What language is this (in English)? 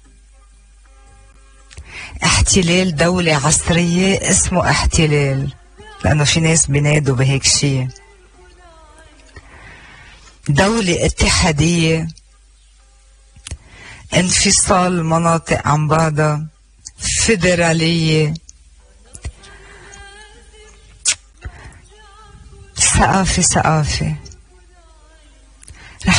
North Levantine Arabic